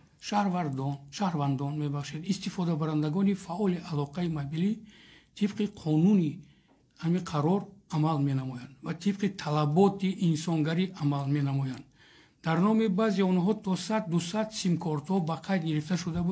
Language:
Tajik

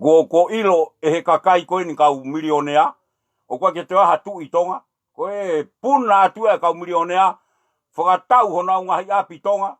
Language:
Tongan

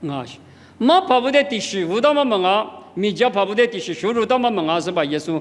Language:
Lisu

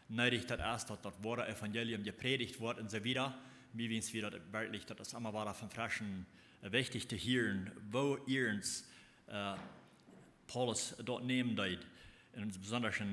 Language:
Plautdietsch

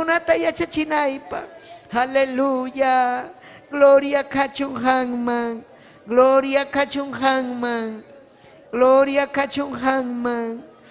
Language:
Ayacucho Quechua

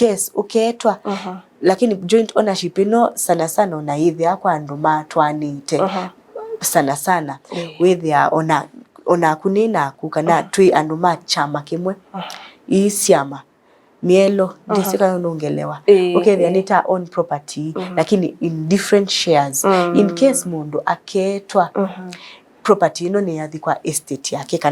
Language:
Kamba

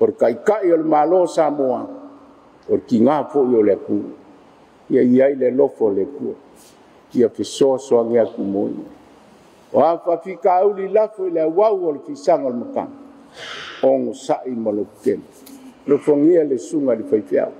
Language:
Samoan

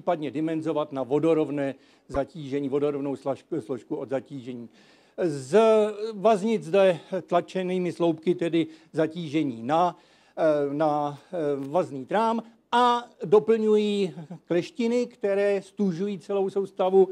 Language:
Czech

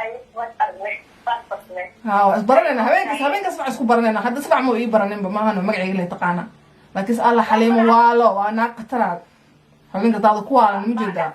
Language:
Somali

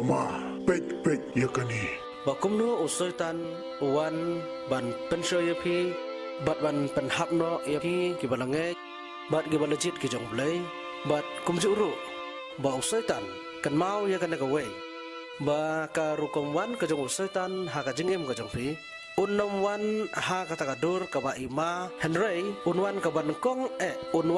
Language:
Khasi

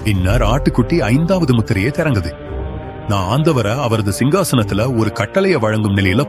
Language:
Tamil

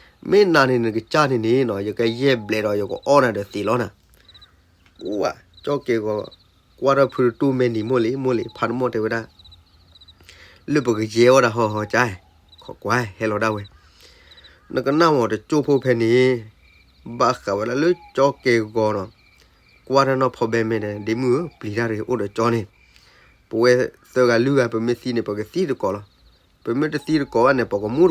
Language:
S'gaw Karen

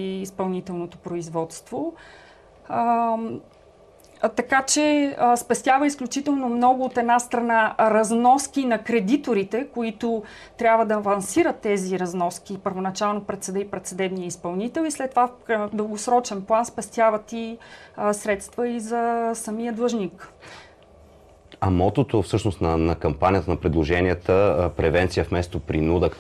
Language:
Bulgarian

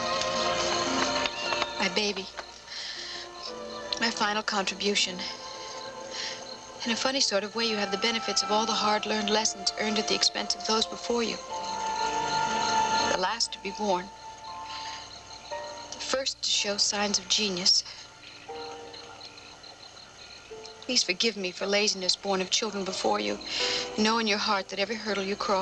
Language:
English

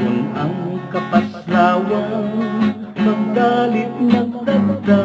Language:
Hiligaynon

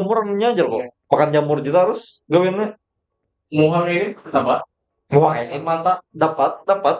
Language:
Banjar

